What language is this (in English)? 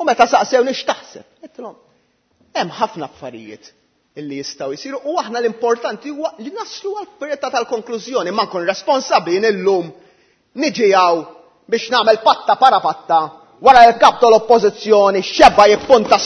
Maltese